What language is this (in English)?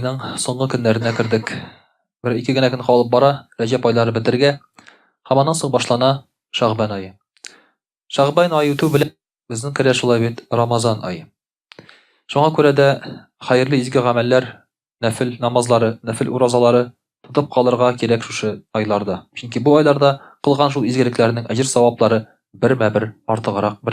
Tatar